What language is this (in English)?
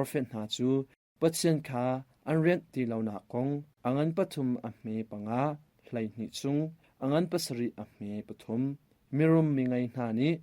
Hakha Chin